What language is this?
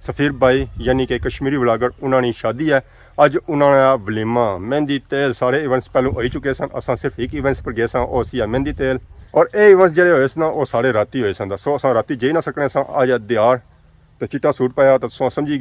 Pahari-Potwari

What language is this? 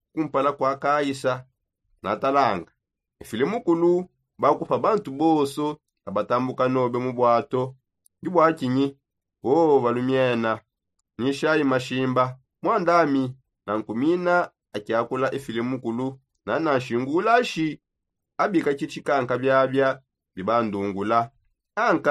Songe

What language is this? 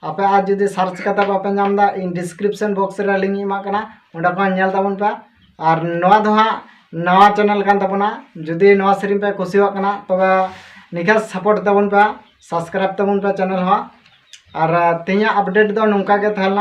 Santali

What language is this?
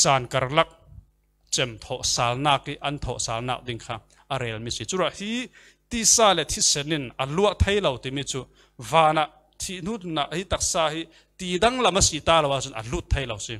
Falam Chin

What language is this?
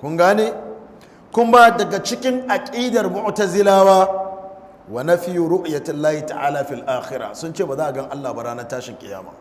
Hausa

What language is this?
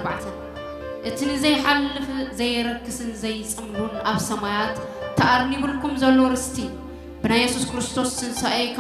Tigrinya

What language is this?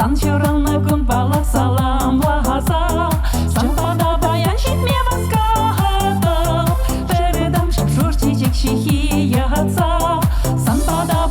Chuvash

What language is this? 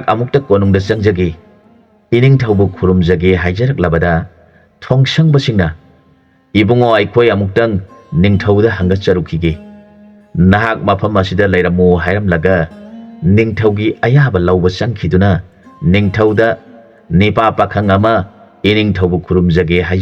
Manipuri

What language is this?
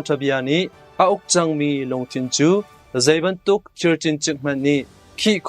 Hakha Chin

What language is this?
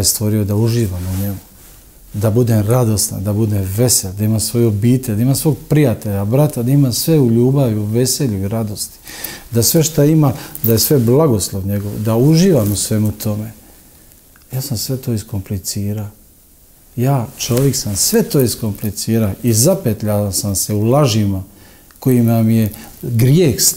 Croatian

